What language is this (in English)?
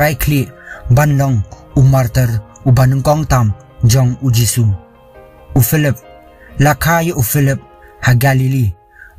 Khasi